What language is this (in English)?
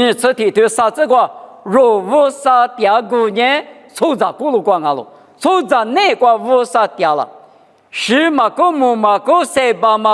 Lisu